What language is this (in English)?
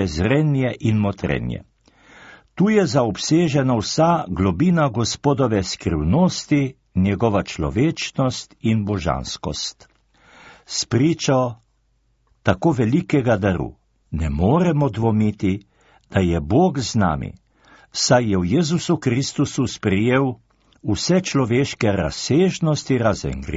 Slovenian